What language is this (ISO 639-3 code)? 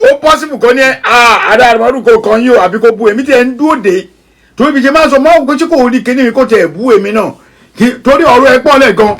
yor